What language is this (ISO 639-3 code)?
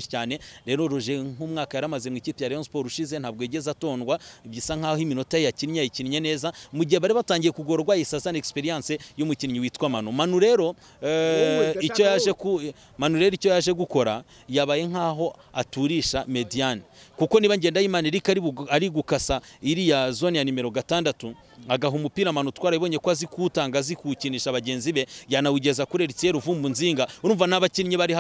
kin